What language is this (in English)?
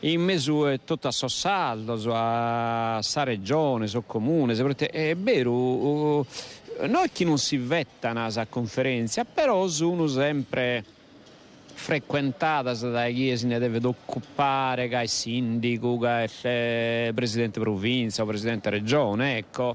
Sardinian